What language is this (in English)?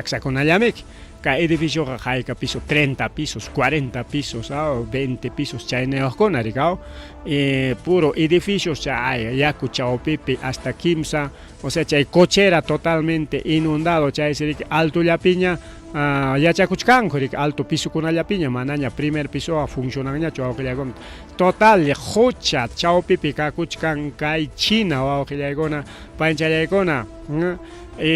Ayacucho Quechua